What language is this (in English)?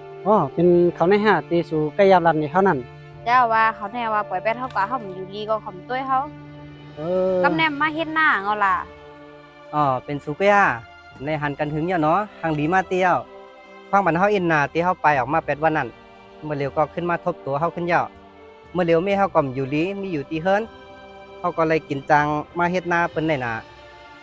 Shan